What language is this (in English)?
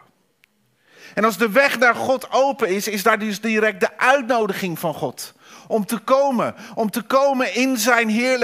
Dutch